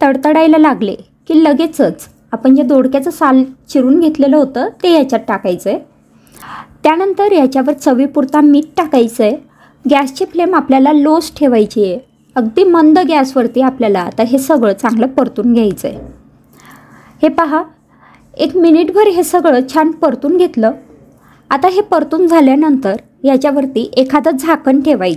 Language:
Marathi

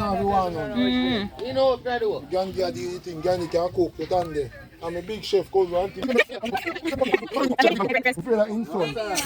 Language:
Jamaican Creole English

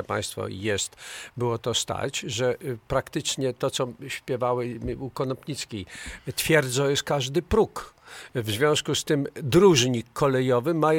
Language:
Polish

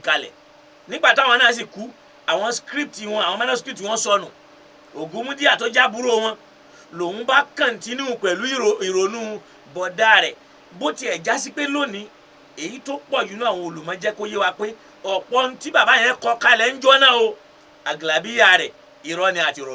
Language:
Yoruba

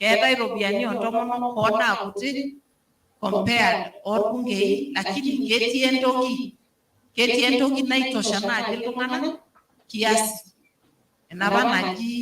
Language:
Masai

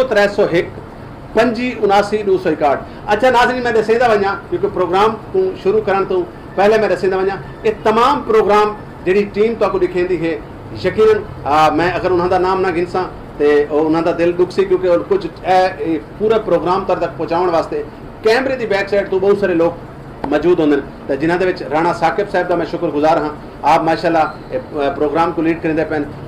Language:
Saraiki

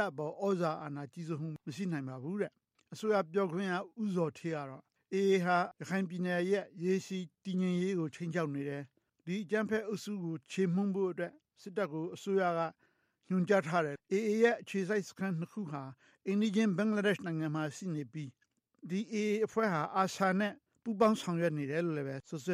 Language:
Burmese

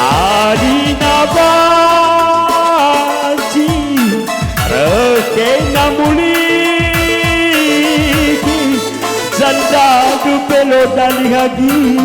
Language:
Batak Karo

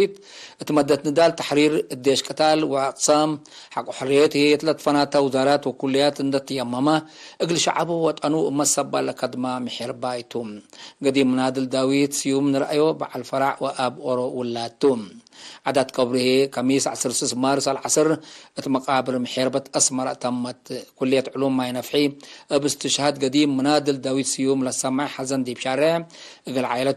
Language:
Tigre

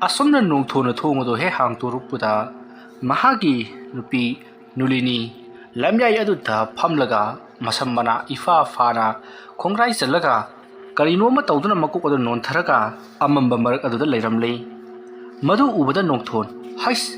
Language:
Manipuri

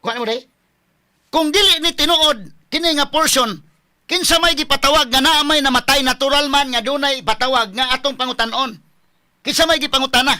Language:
Cebuano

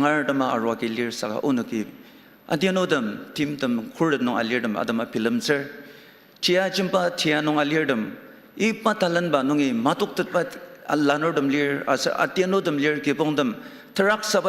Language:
Ao Naga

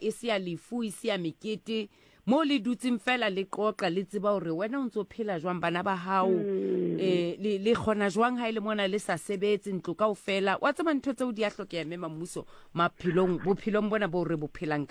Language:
Southern Sotho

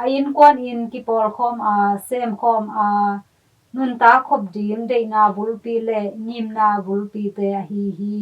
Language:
Tedim Chin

